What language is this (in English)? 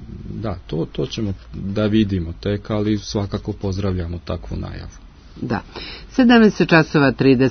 Serbian